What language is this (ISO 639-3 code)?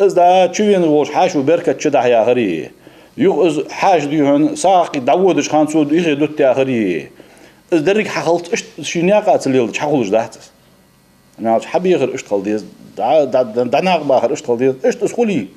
inh